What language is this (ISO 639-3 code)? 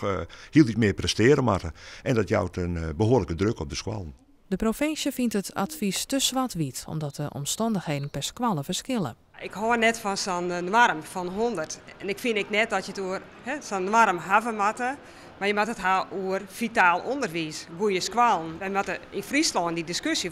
fry